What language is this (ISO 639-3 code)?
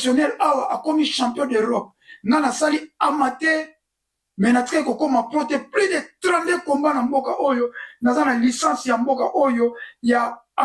lin